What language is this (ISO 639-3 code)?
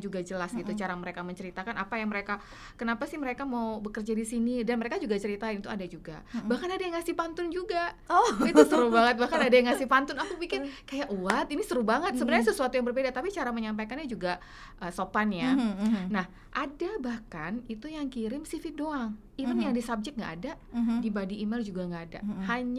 ind